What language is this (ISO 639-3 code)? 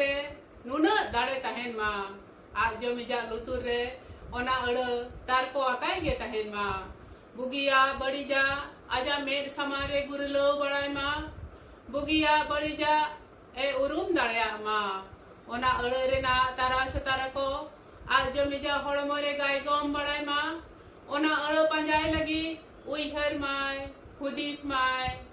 sat